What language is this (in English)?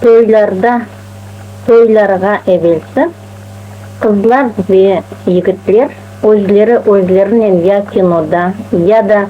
Crimean Tatar